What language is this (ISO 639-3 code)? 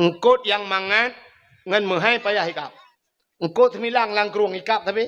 ace